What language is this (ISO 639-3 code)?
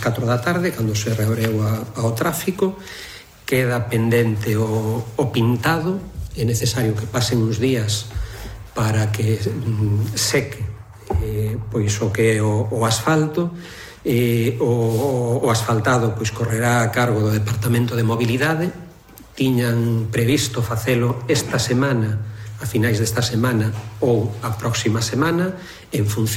glg